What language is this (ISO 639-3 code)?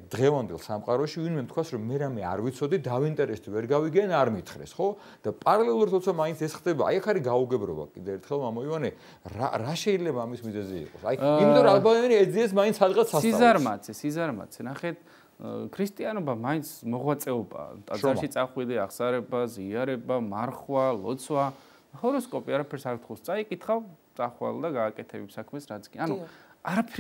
kat